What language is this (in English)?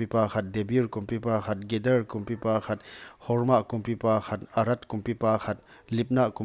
Paite Chin